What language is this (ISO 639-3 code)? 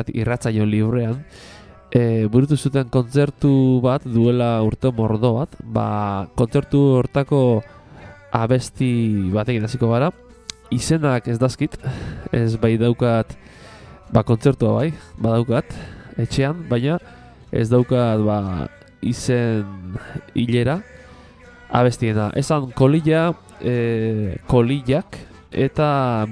eus